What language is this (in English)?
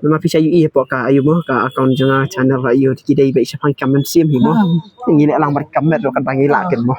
Khasi